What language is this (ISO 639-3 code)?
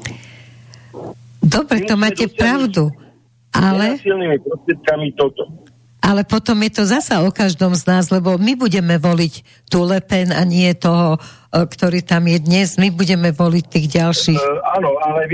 slk